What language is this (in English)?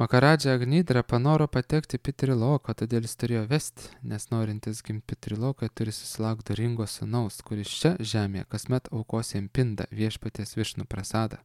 Lithuanian